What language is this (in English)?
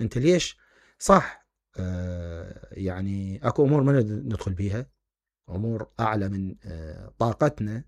Mesopotamian Arabic